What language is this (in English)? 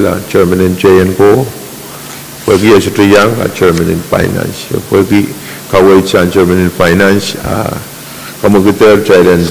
Pohnpeian